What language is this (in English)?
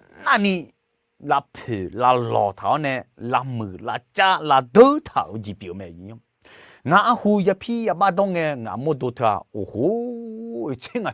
Akha